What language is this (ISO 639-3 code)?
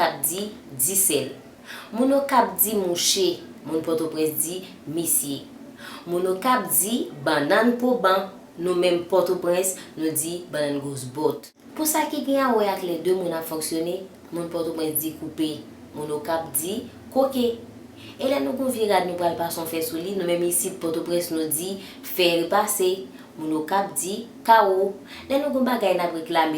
hat